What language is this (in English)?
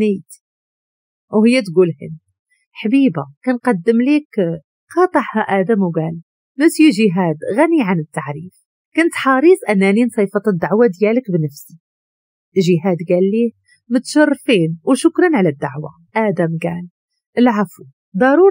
Moroccan Arabic